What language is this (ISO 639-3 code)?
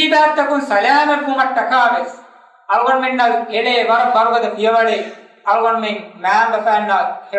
div